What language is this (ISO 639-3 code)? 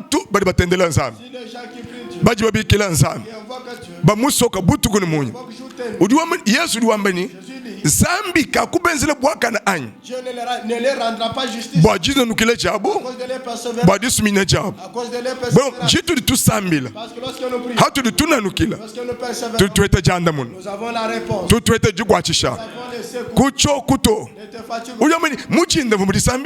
lua